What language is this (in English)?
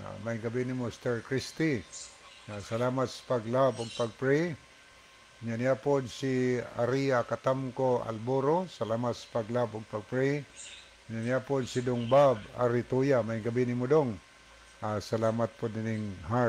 Cebuano